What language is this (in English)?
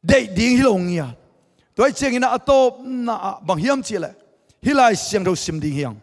Tedim Chin